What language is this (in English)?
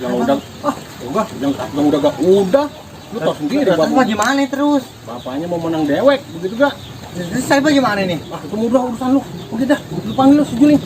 Betawi